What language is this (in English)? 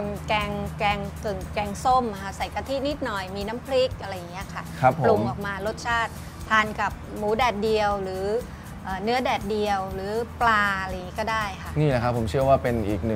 Thai